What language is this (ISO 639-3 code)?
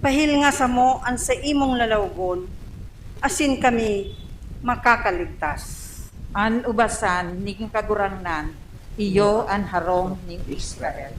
bik